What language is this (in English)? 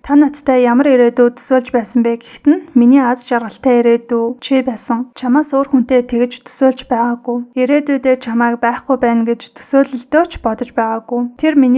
Mongolian